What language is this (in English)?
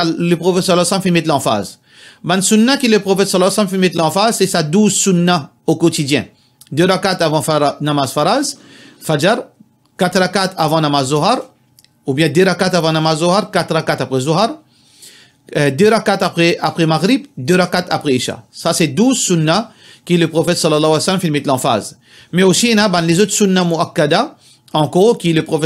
Morisyen